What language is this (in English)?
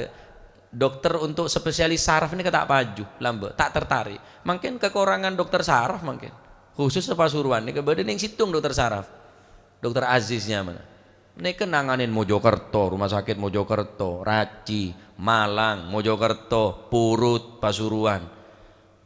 Madurese